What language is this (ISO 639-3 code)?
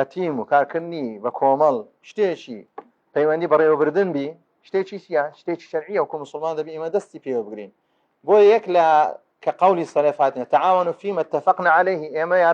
ckb